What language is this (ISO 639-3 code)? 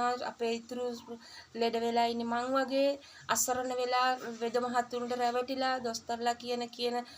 sin